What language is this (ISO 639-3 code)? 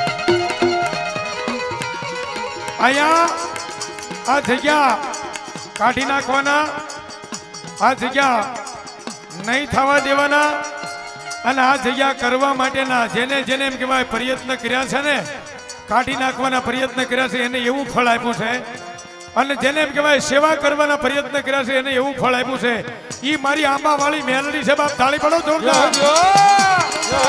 guj